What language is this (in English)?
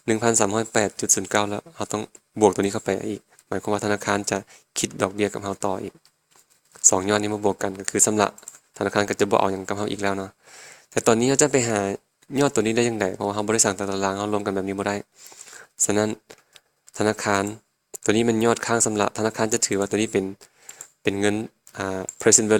Lao